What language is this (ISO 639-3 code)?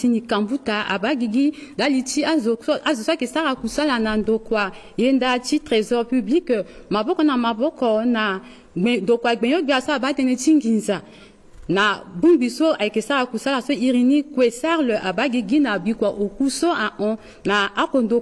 sag